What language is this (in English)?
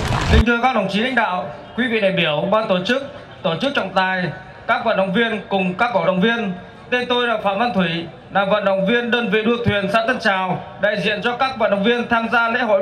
Vietnamese